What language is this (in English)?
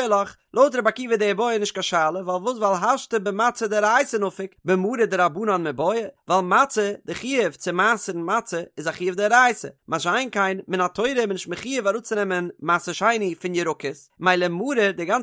Yiddish